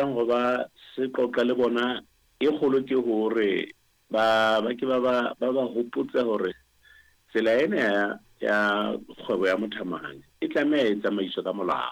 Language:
Southern Sotho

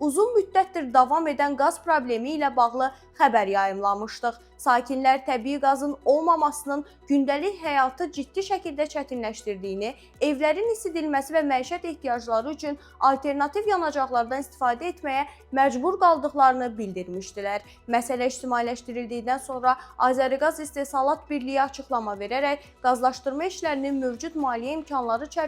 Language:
Azerbaijani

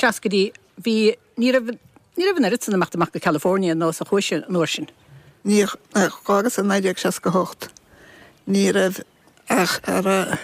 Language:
Irish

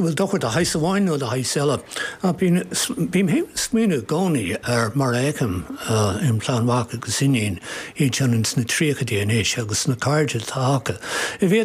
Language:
Irish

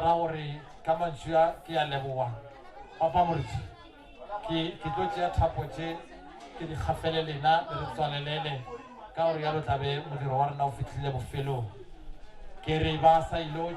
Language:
Northern Sotho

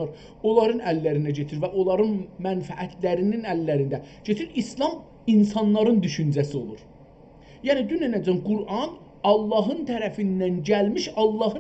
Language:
South Azerbaijani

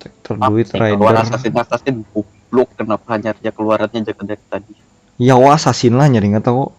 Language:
Banjar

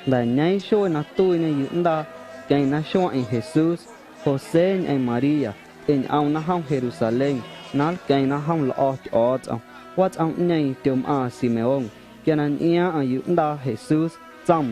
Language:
Guerrero Amuzgo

